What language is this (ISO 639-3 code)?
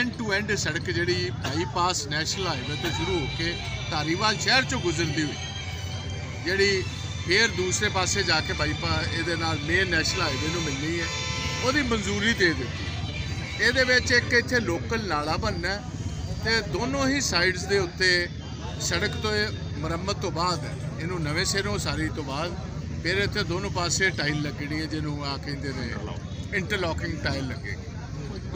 pan